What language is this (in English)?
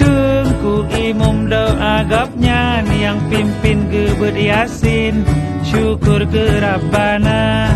Achinese